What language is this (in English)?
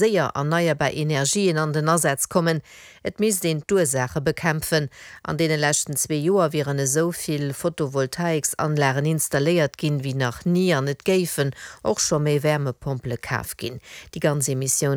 Luxembourgish